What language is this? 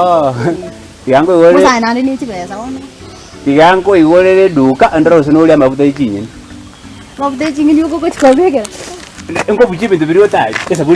Gusii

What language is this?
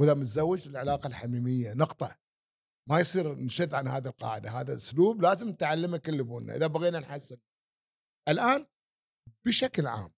Gulf Arabic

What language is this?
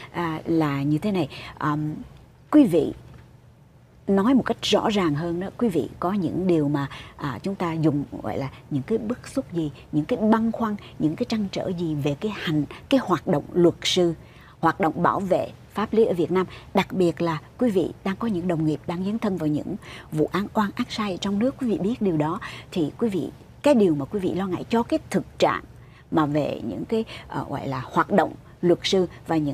Vietnamese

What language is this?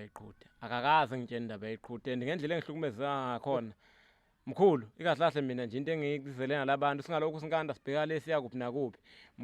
Zulu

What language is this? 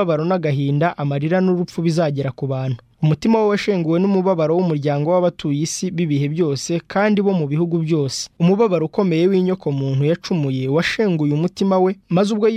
Kinyarwanda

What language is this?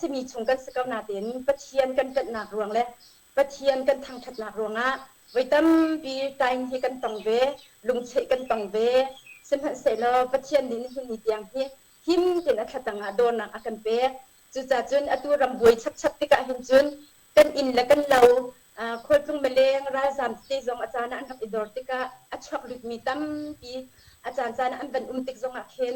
Hakha Chin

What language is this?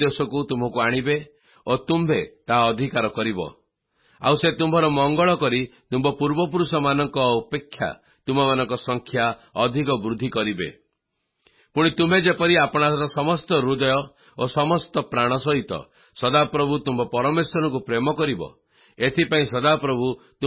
Odia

